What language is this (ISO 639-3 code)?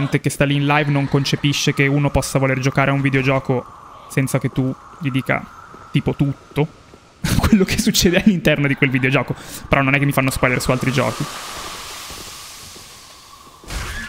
ita